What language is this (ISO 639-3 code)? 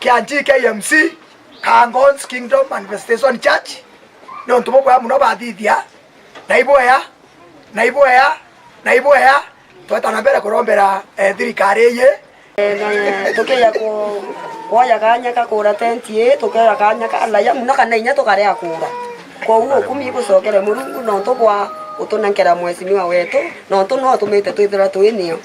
mer